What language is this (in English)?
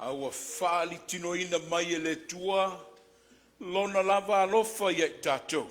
Samoan